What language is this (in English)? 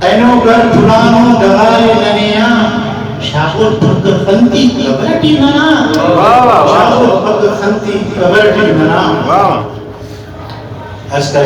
Brahui